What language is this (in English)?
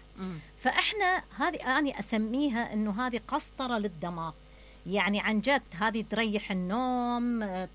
Mesopotamian Arabic